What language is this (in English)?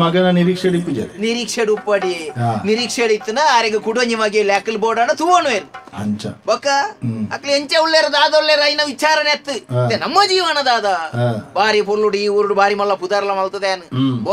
Tulu